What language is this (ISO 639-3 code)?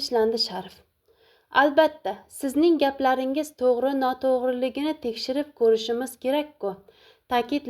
uzb